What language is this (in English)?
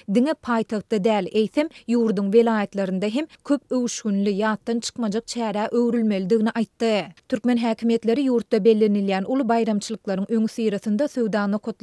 Turkmen